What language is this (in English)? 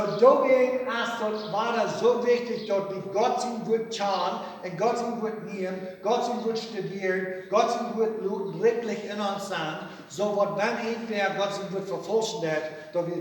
Plautdietsch